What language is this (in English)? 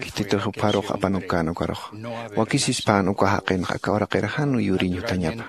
Aymara